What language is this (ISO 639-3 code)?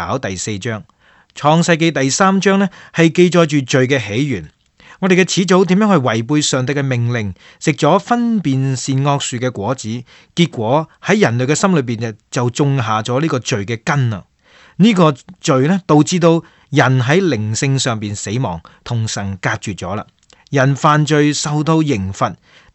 yue